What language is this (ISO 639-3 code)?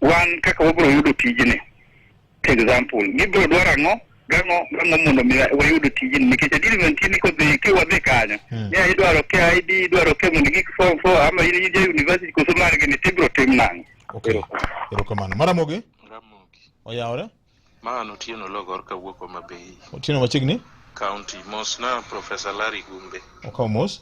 luo